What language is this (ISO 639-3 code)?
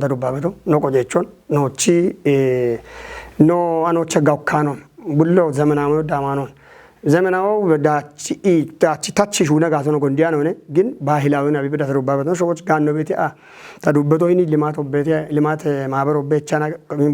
kbr